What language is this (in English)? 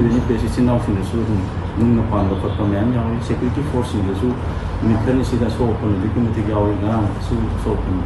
Manipuri